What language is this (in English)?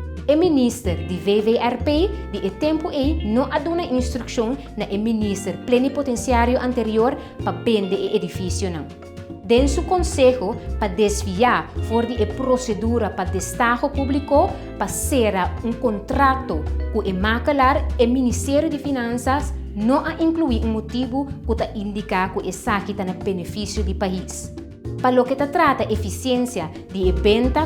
Papiamento